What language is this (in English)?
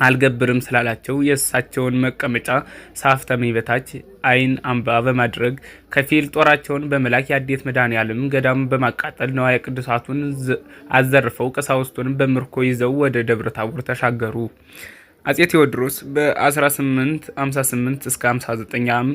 Amharic